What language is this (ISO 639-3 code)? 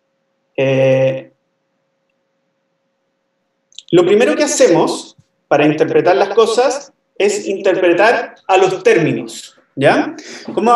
spa